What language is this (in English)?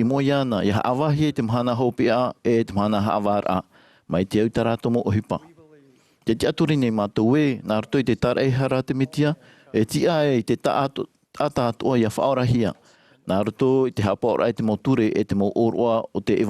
Tahitian